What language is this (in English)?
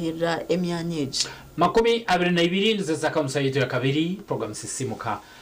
Nyankole